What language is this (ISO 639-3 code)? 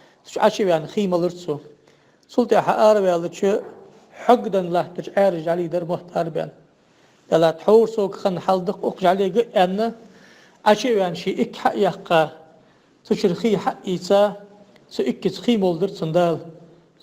inh